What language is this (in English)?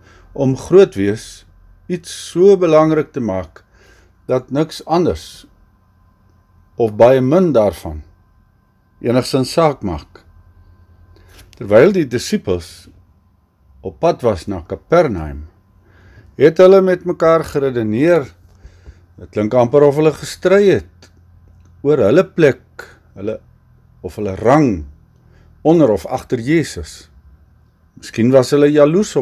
Afrikaans